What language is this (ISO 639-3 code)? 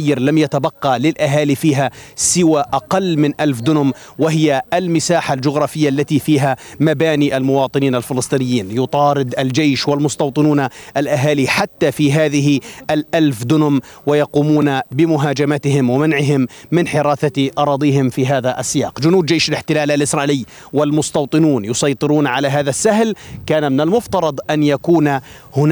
ara